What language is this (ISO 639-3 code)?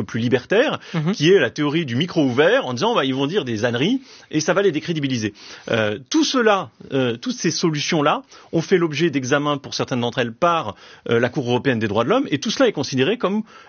fra